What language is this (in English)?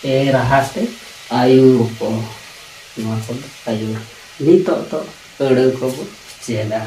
Santali